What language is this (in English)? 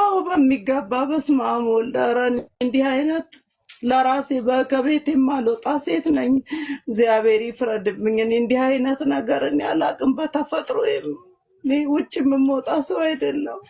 Amharic